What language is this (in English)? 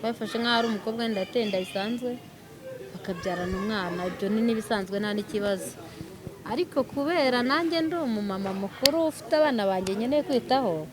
Kinyarwanda